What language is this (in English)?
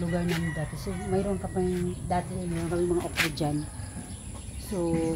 Filipino